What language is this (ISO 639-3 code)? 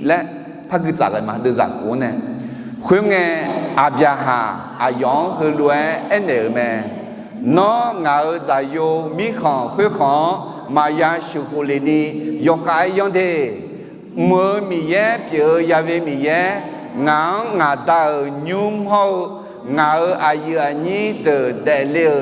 ahk